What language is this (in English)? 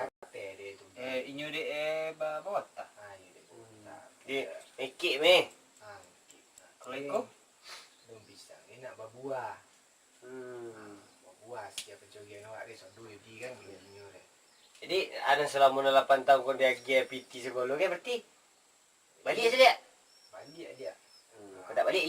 Minangkabau